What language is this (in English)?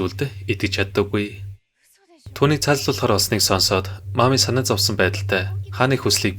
Mongolian